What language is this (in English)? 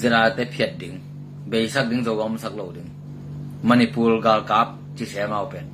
Tedim Chin